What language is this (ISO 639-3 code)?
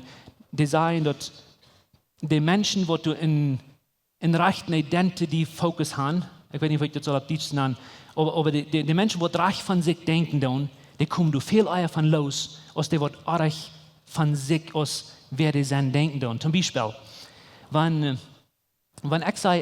pdt